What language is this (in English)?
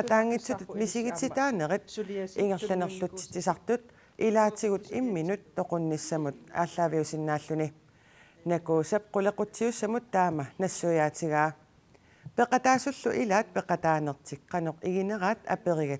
Kalaallisut